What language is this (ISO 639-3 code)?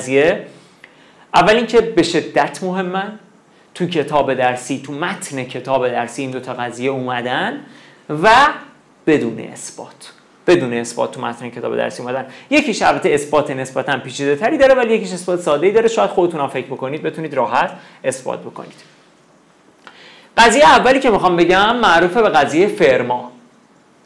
fas